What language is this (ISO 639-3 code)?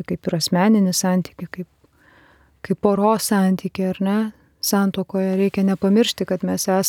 lit